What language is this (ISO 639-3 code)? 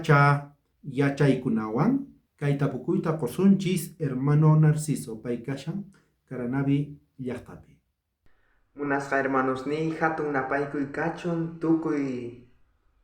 quh